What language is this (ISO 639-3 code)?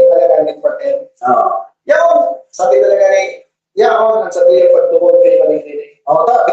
bik